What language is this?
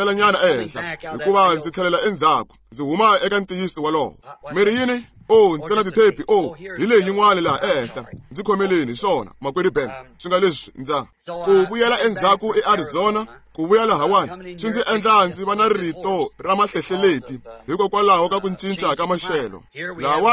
Tsonga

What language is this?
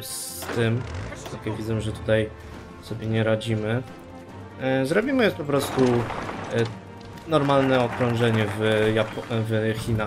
Polish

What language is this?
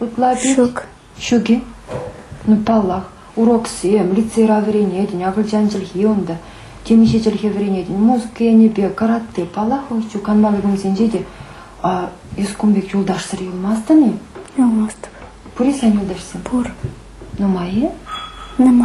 Chuvash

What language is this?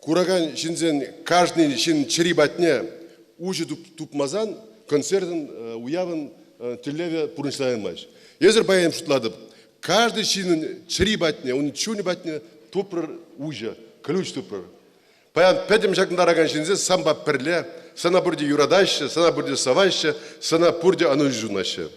Chuvash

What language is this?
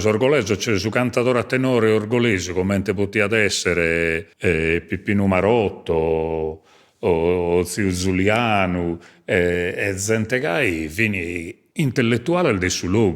Sardinian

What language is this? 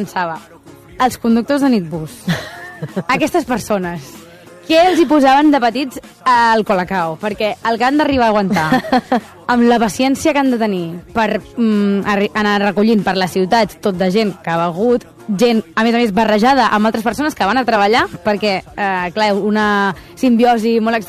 Catalan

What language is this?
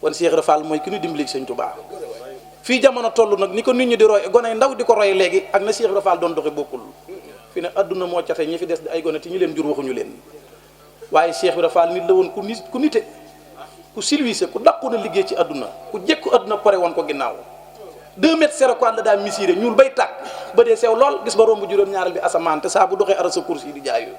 Wolof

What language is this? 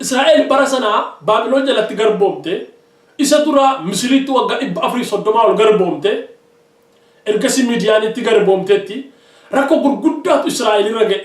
Oromo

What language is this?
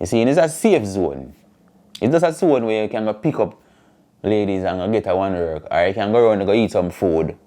Jamaican Creole English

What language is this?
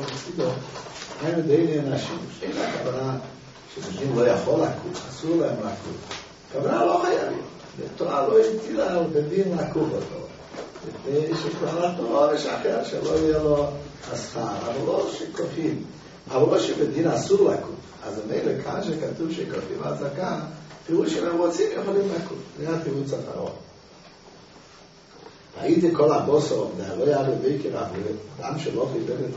Hebrew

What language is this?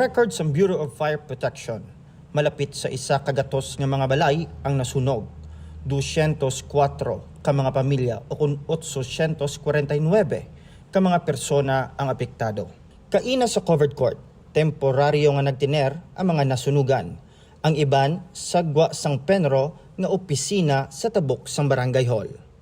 Hiligaynon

